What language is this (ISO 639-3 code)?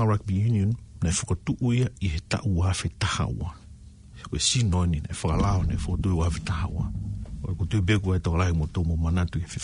ton